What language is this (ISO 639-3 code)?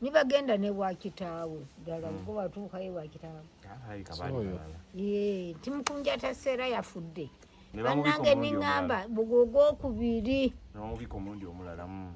lug